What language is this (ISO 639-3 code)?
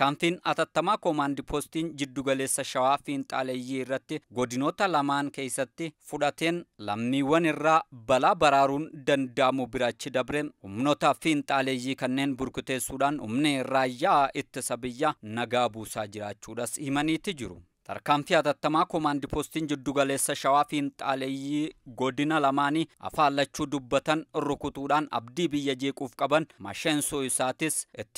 orm